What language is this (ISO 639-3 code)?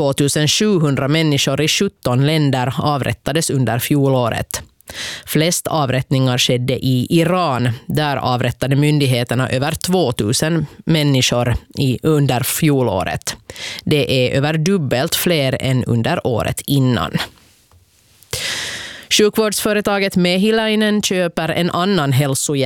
swe